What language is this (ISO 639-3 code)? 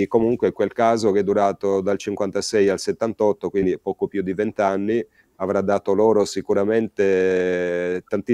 ita